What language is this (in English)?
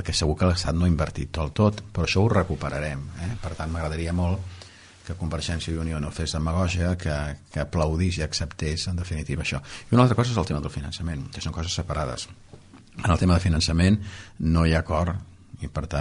Catalan